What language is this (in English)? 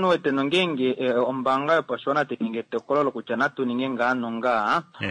Kuanyama